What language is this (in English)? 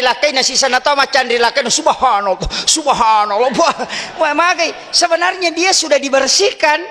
Buginese